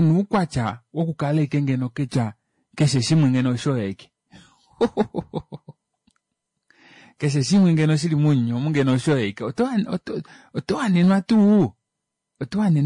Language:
Kuanyama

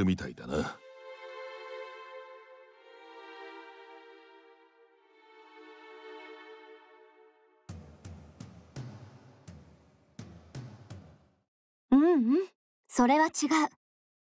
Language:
Japanese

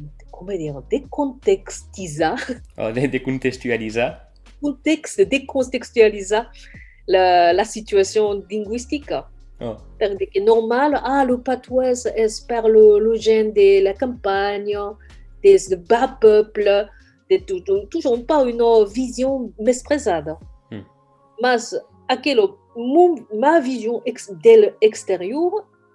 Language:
Occitan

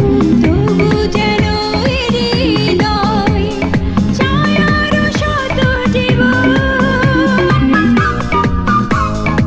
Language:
Bangla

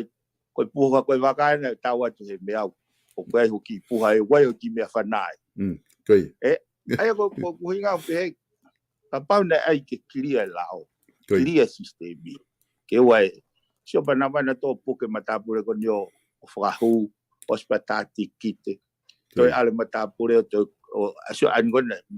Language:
Tongan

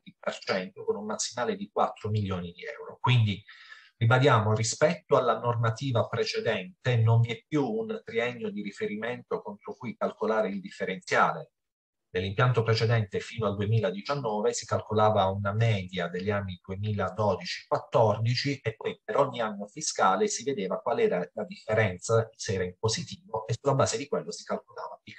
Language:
Italian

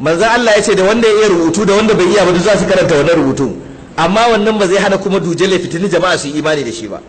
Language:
Hausa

